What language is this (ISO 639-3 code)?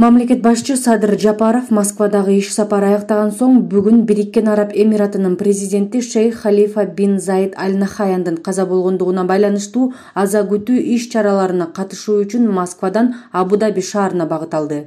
kir